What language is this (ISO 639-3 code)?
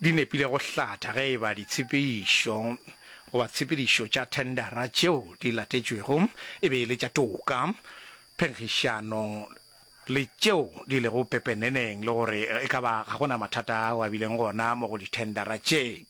nso